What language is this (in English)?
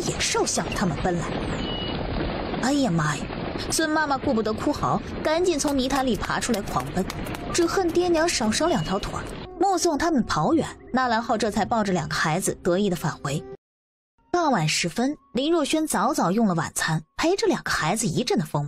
Chinese